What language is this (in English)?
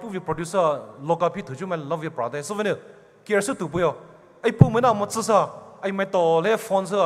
Poumei Naga